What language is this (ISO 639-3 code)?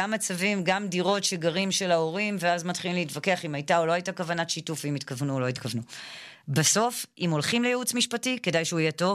heb